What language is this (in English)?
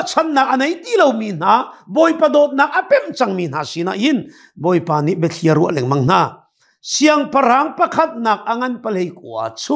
Hakha Chin